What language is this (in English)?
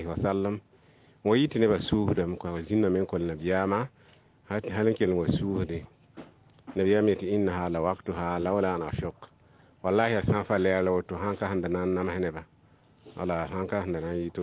Mossi